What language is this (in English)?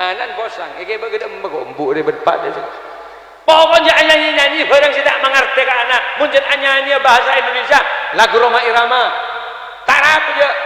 Madurese